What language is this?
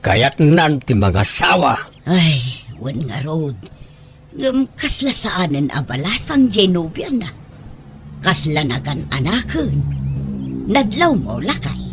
Iloko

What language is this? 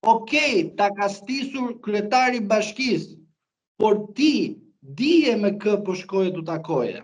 Albanian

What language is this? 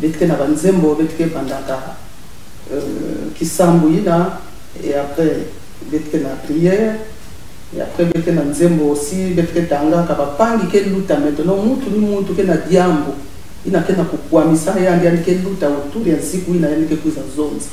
Kituba (Congo)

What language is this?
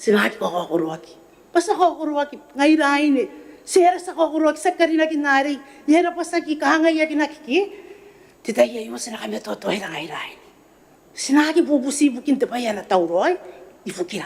Gilbertese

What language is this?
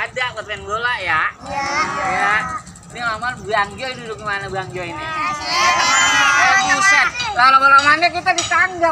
Betawi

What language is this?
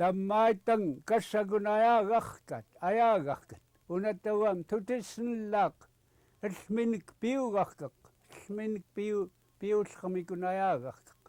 Central Yupik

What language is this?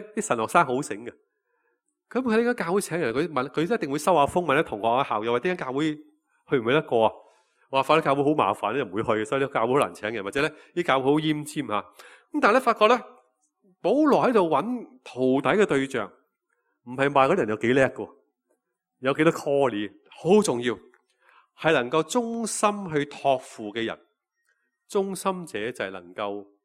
Cantonese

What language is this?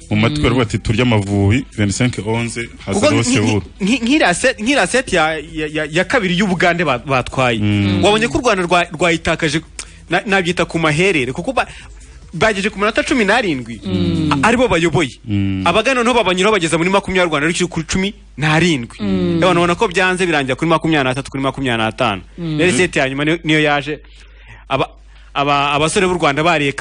Kinyarwanda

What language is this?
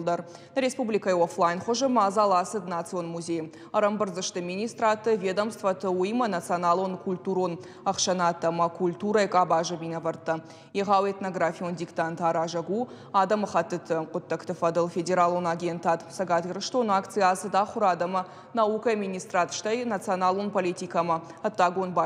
Ossetic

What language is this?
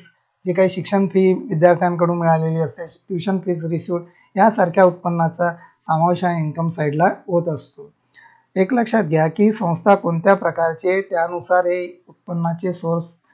Marathi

